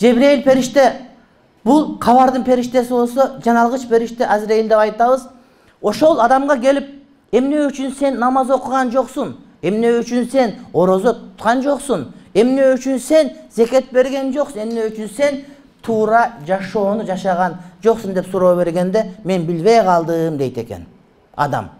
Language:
Kyrgyz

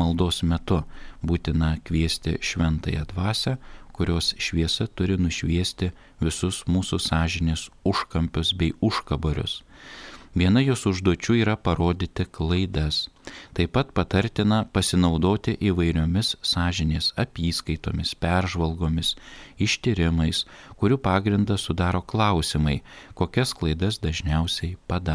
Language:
Lithuanian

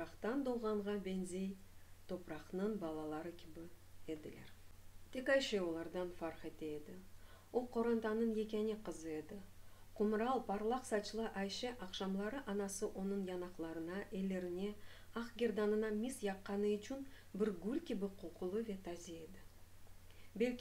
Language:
Crimean Tatar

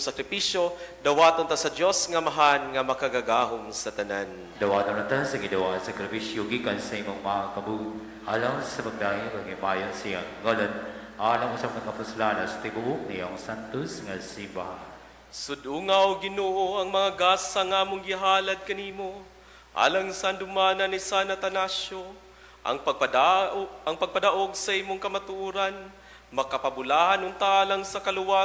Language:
Cebuano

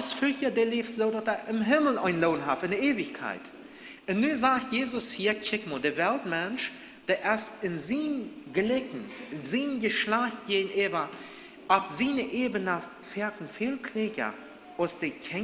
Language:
Plautdietsch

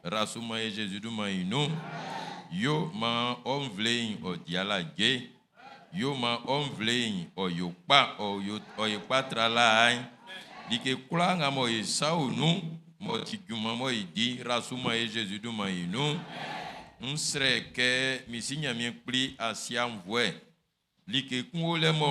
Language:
Baoulé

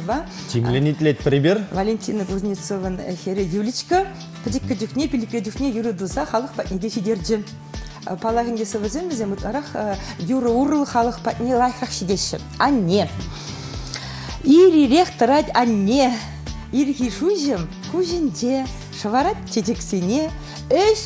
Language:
Chuvash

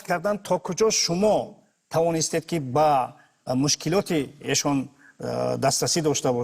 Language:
Tajik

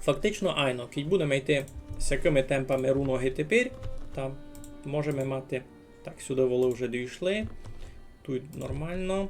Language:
Rusyn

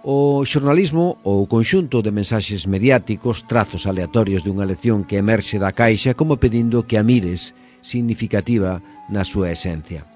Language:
Galician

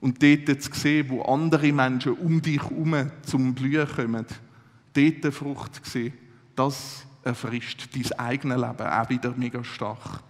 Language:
Swiss German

